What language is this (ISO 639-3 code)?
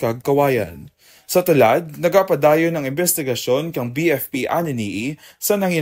krj